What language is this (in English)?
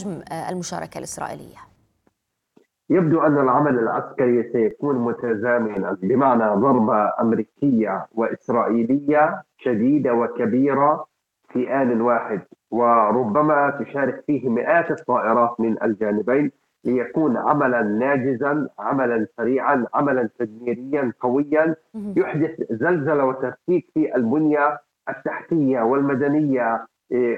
Arabic